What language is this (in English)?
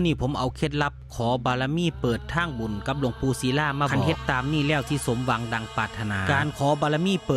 Northeastern Thai